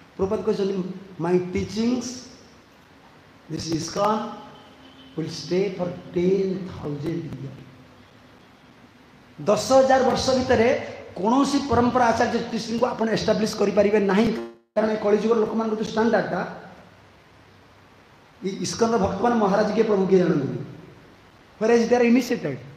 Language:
Odia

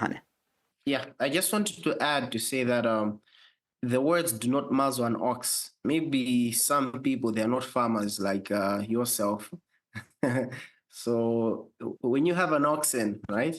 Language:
English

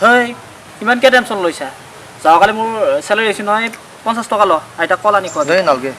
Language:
Assamese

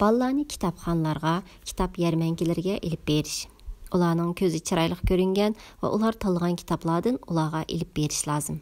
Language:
Uyghur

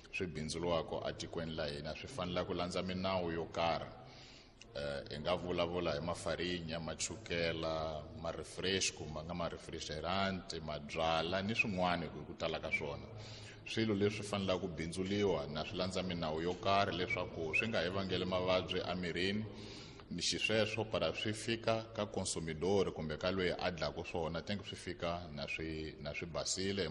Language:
Tsonga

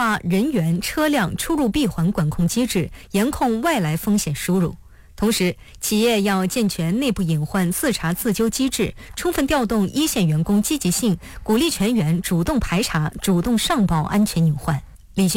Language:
Chinese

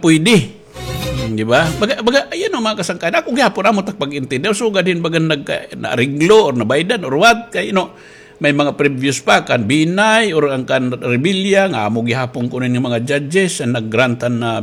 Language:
Waray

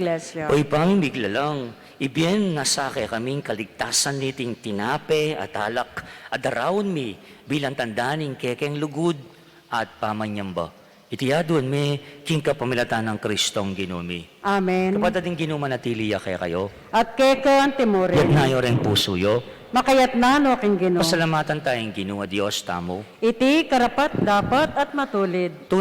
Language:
Pampanga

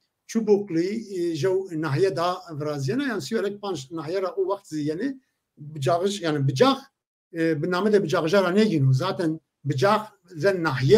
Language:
Zaza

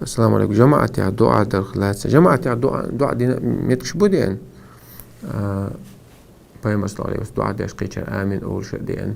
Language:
Chechen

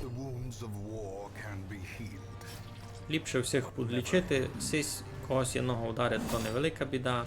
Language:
Rusyn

